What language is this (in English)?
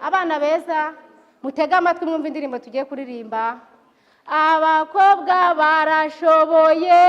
Kinyarwanda